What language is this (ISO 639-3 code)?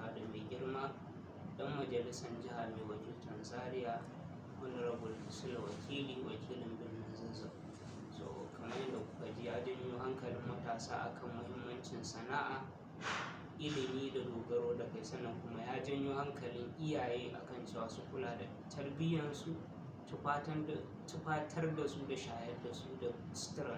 hau